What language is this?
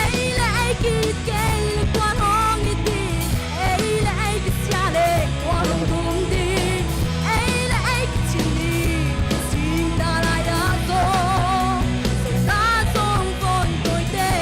Paite Chin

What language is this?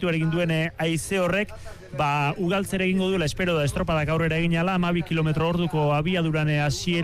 Basque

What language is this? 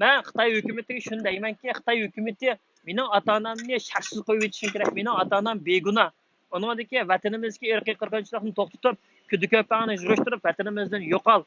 Uyghur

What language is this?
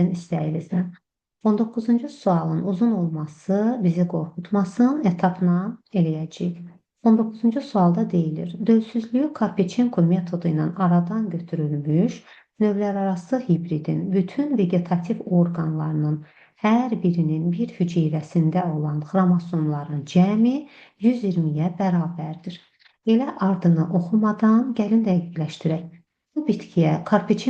Azerbaijani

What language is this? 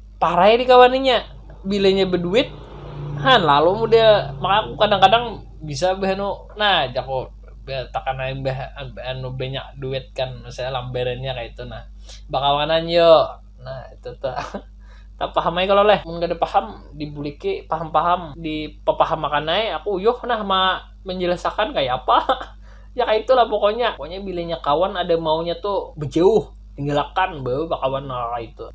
Banjar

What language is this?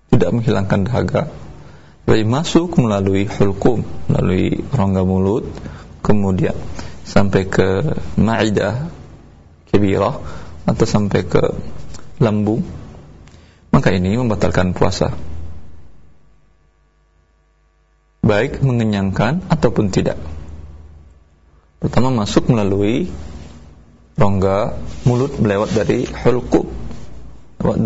Indonesian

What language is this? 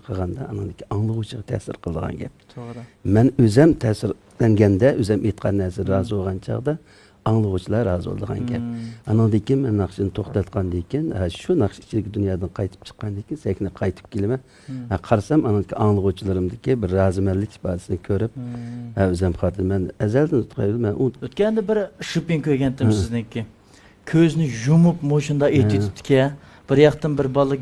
Uyghur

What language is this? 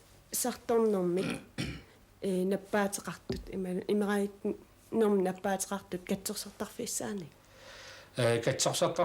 Kalaallisut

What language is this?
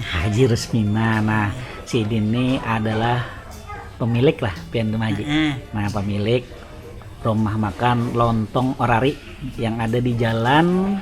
Banjar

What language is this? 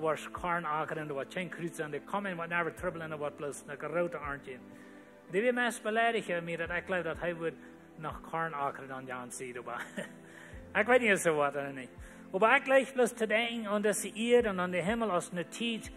Plautdietsch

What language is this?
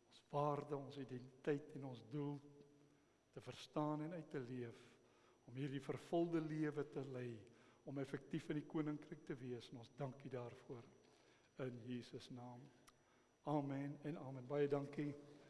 Afrikaans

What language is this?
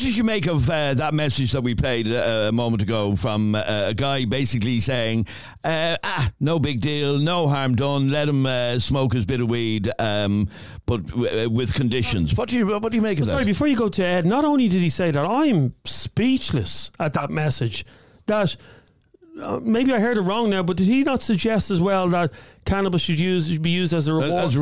English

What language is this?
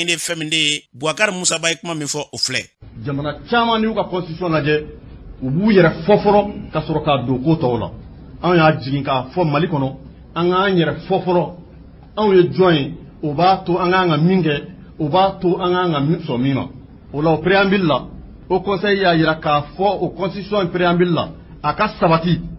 Bambara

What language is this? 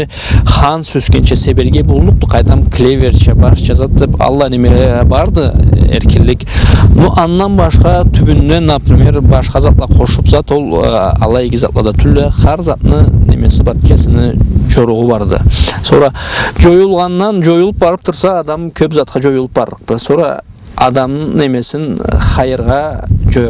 Karachay-Balkar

